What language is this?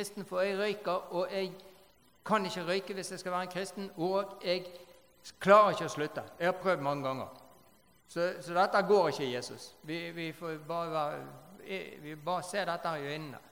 Norwegian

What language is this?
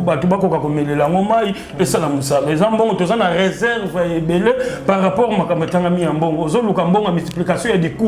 Lingala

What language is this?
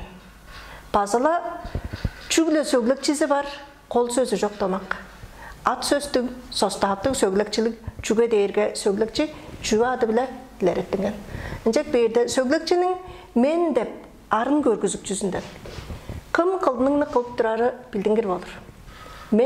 Tuvinian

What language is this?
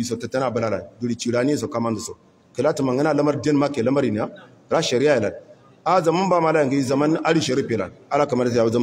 Hausa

